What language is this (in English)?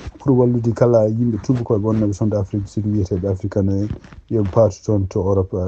Fula